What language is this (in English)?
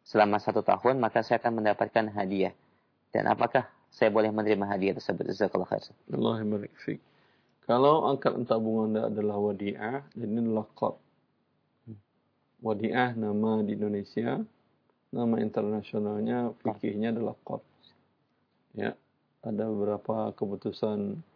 Indonesian